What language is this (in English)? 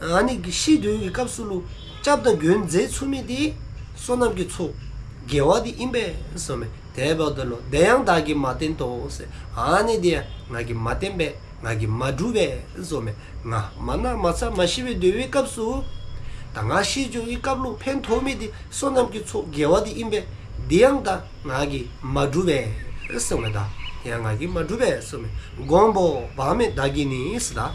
Dzongkha